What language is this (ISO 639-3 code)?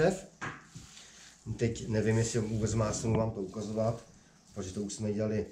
ces